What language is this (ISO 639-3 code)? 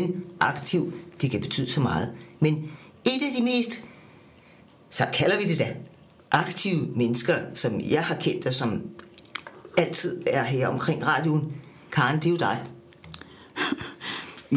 dan